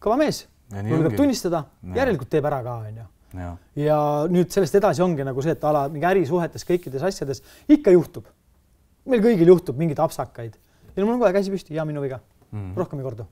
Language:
Estonian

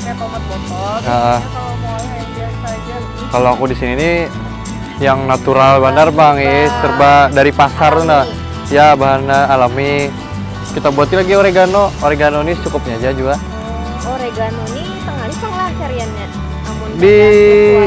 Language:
Banjar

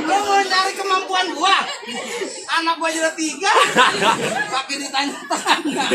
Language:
Betawi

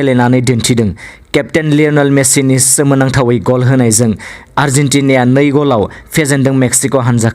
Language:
Bodo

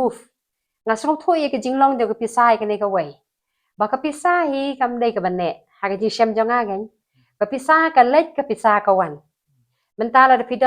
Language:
Khasi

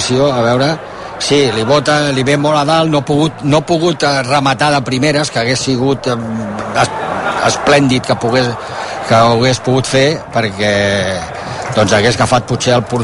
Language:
Catalan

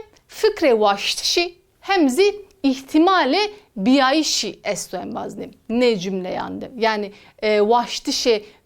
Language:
Zaza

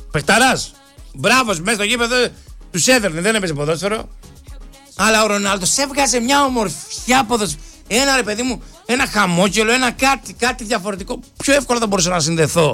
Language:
Greek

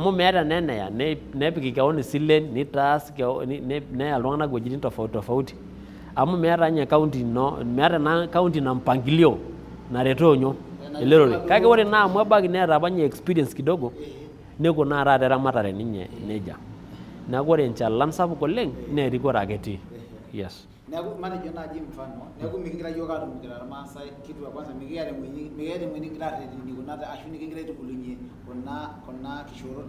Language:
Masai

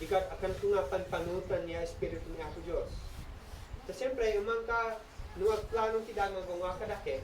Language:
Isnag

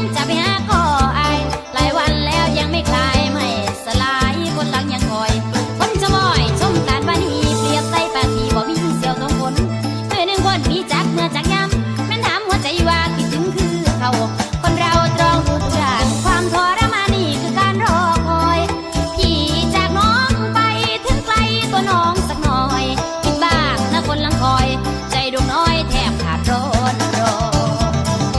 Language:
Thai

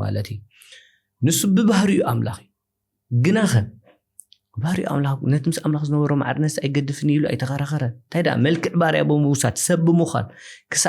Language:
Tigrinya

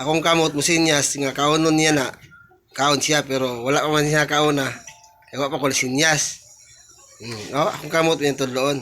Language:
Cebuano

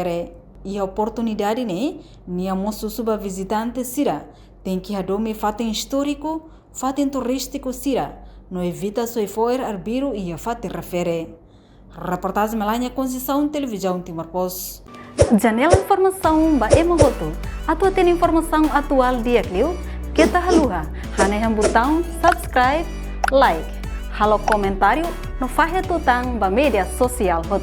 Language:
Tetum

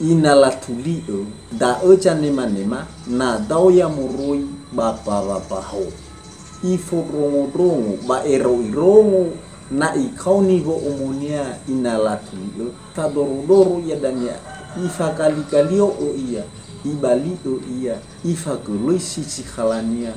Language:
Nias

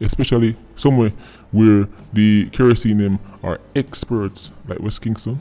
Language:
Jamaican Creole English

